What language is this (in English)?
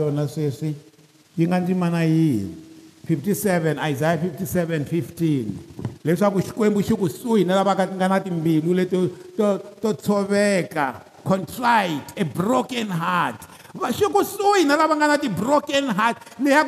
Tsonga